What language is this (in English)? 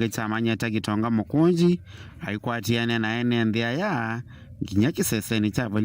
Kamba